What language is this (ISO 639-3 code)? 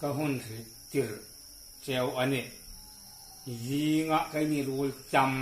hmr